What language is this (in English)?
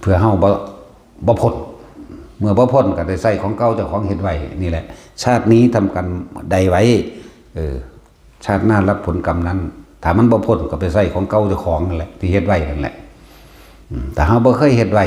Northeastern Thai